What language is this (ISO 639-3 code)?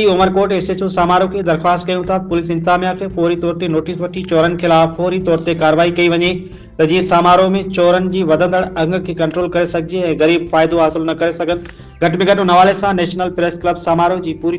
snd